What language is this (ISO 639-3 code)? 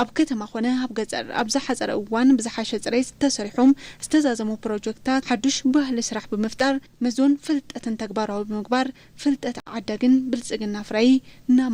tir